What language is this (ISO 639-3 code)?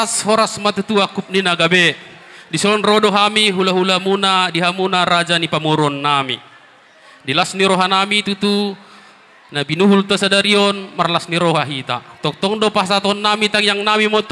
bbc